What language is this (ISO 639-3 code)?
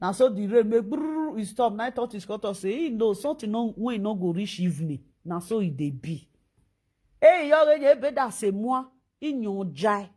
pcm